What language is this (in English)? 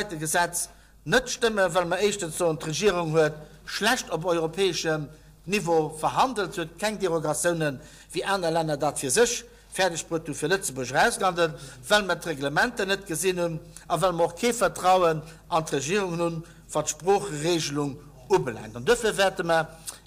Luxembourgish